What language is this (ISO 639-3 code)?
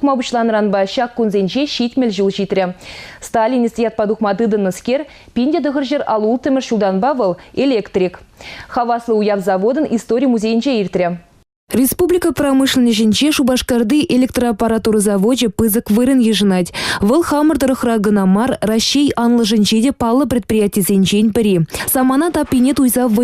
chv